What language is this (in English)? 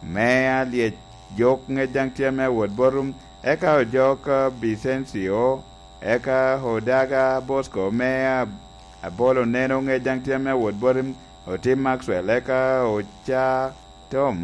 Lango (Uganda)